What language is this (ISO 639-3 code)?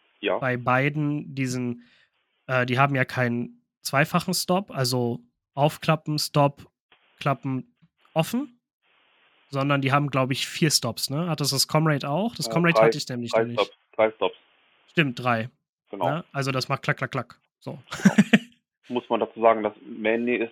deu